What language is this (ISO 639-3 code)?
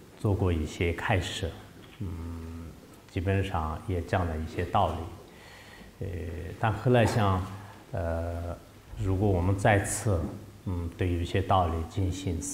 zho